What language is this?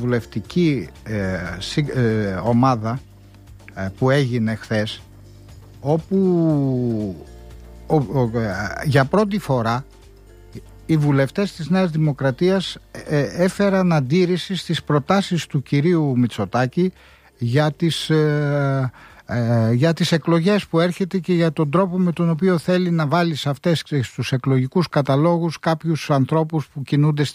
Greek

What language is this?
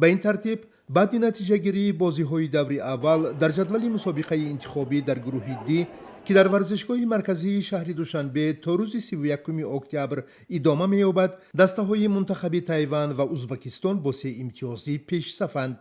Tajik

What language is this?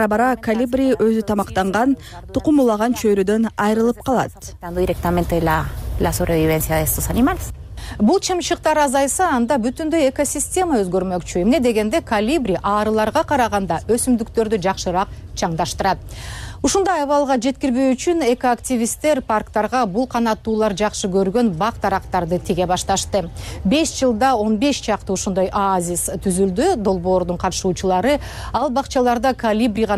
Kyrgyz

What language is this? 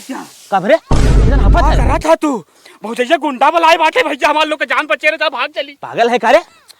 Awadhi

